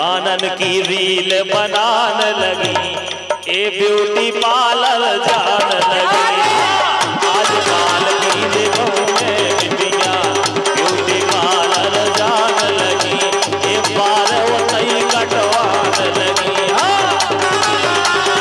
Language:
Bundeli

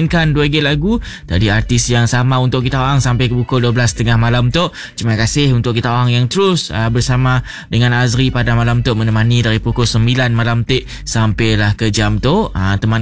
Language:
Malay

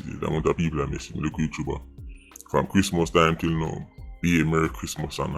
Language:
Jamaican Creole English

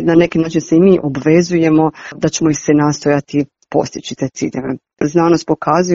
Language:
Croatian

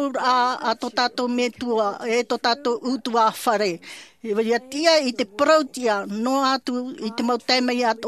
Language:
Tahitian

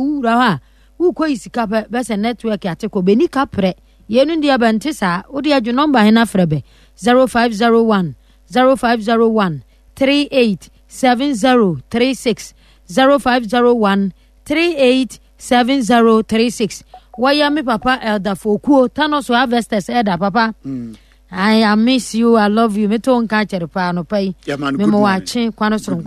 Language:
Akan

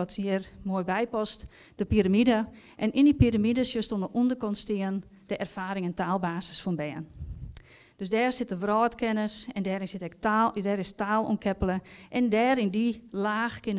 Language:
Western Frisian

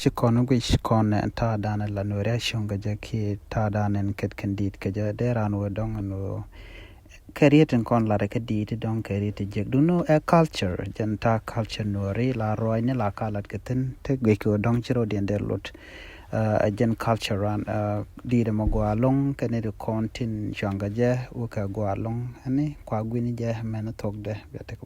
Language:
Nuer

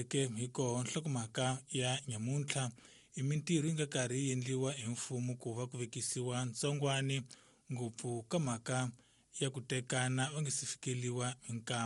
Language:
Tsonga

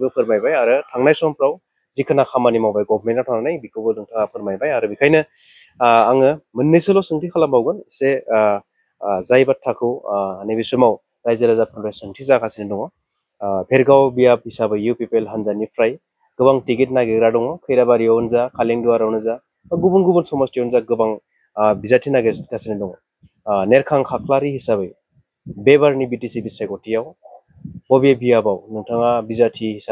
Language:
Bodo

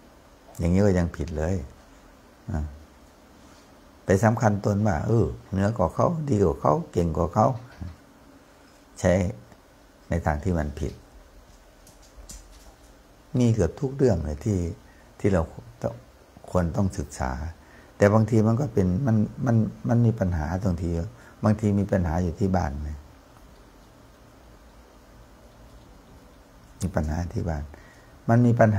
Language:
Thai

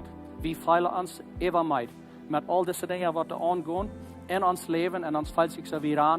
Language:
Plautdietsch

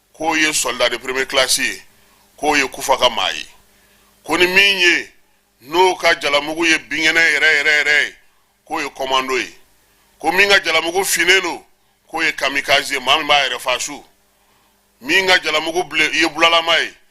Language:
Bambara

